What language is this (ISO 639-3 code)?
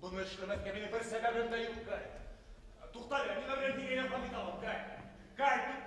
bak